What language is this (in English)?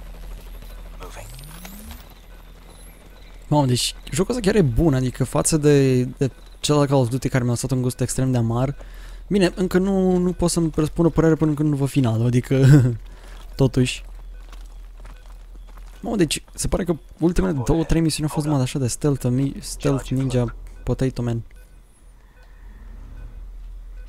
Romanian